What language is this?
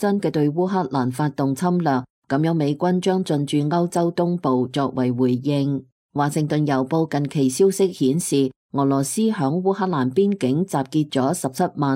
Cantonese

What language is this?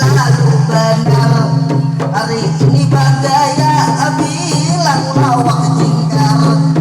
Banjar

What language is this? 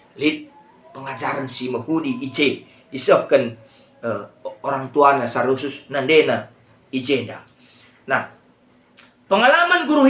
Batak Karo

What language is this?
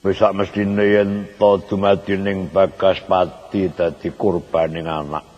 Javanese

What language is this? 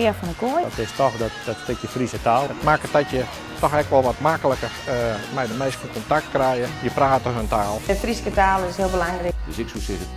Western Frisian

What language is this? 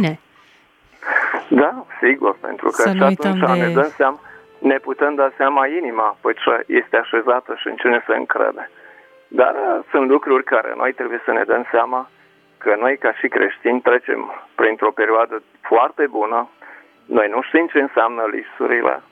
Romanian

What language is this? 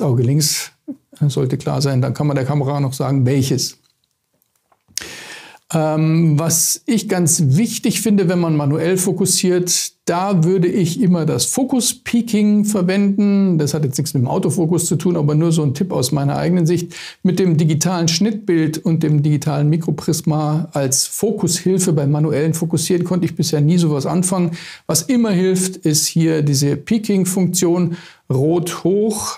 German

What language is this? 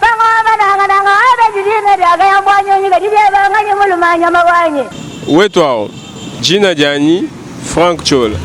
Luba-Lulua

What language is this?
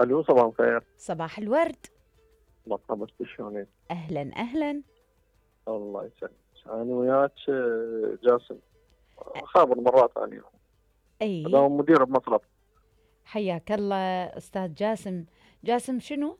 Mesopotamian Arabic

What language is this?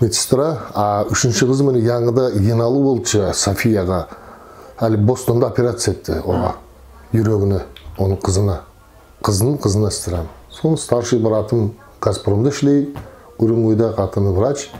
Nogai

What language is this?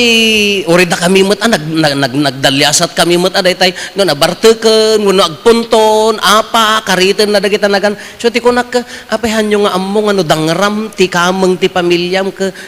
Iloko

